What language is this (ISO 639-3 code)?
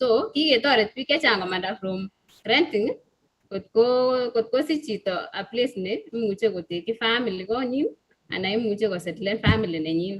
kln